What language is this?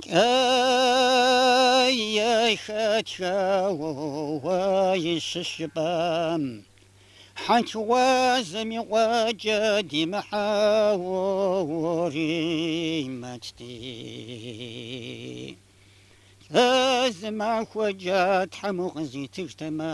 Kabardian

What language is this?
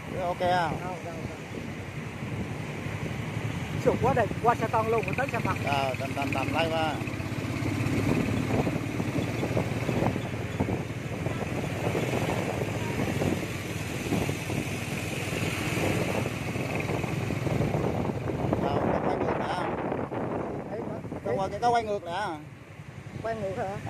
Vietnamese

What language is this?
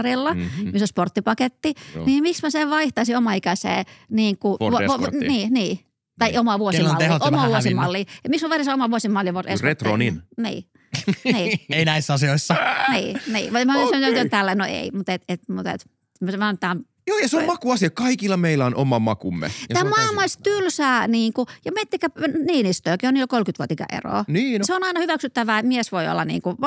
Finnish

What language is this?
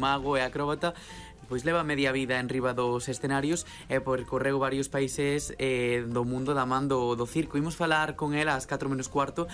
Galician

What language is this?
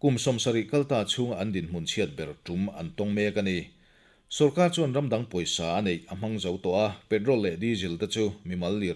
Mizo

